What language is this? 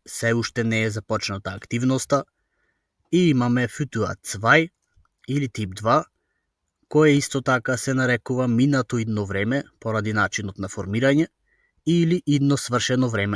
Macedonian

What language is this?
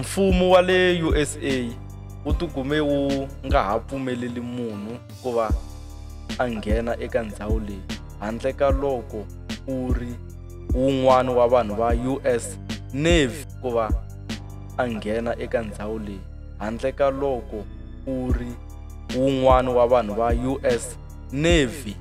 Tsonga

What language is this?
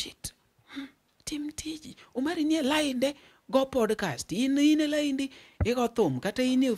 Luo (Kenya and Tanzania)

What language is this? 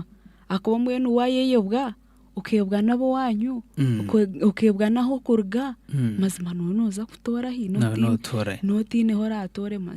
Nyankole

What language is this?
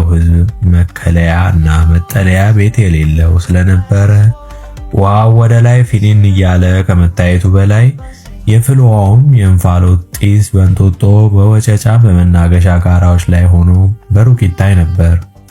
Amharic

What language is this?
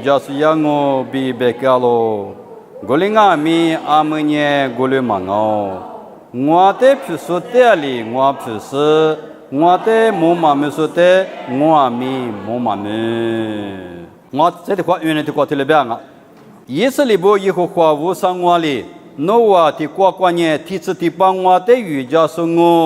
Lisu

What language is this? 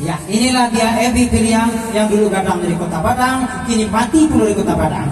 Minangkabau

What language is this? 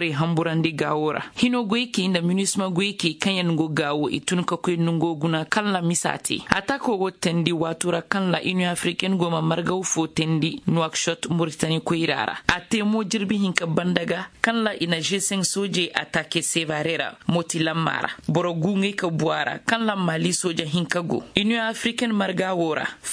Koyraboro Senni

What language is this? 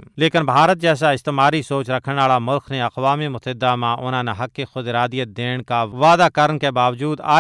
Gujari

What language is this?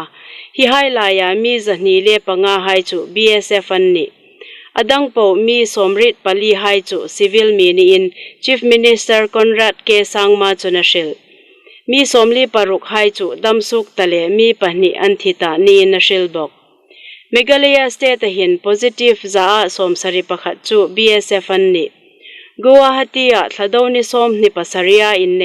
Hmar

